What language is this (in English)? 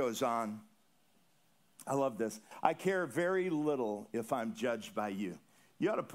English